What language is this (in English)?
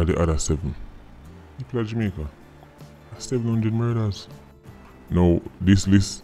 Jamaican Creole English